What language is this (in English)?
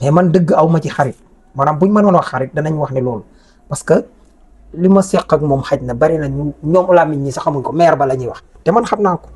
Wolof